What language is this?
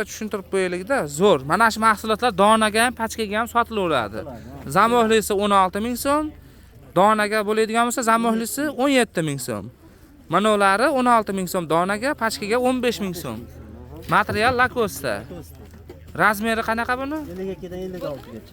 Uzbek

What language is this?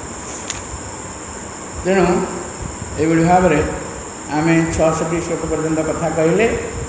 Odia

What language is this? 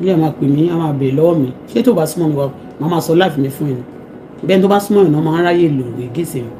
Yoruba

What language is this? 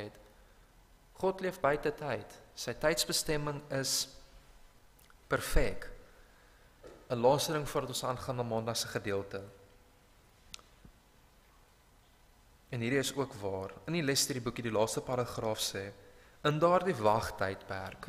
Afrikaans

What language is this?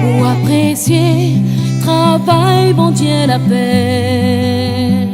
Réunion Creole French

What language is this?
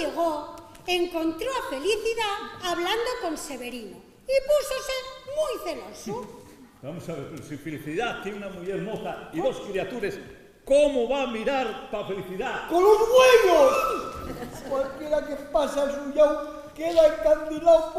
Asturian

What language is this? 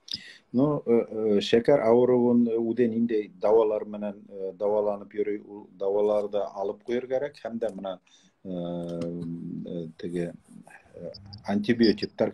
Bashkir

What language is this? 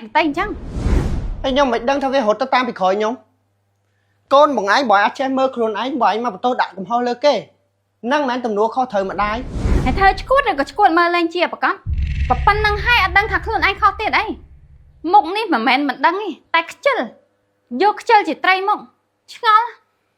Khmer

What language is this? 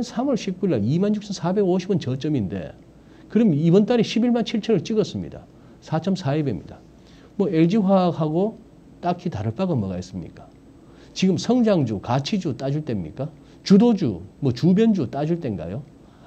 Korean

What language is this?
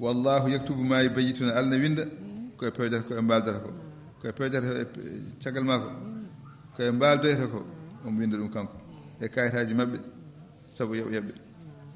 Fula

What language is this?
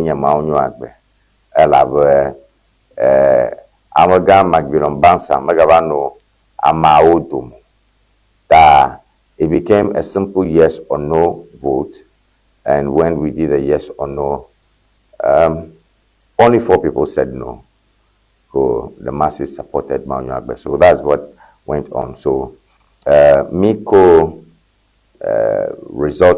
Ewe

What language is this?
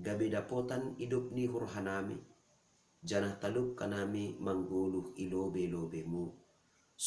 Batak Simalungun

